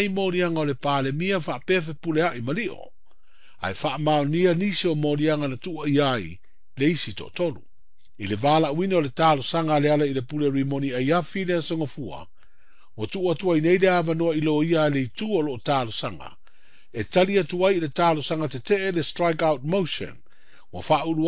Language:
Samoan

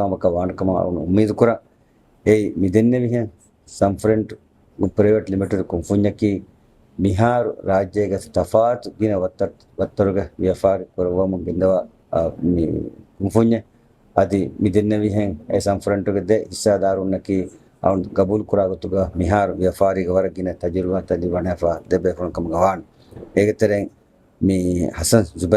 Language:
Divehi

